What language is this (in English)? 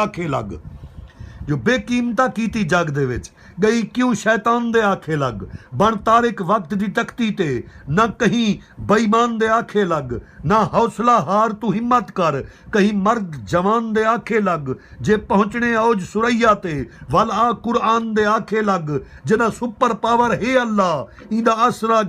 Saraiki